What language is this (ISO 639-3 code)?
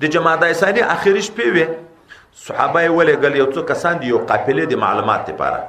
pus